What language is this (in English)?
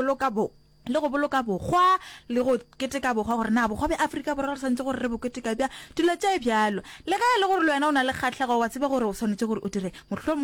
Northern Sotho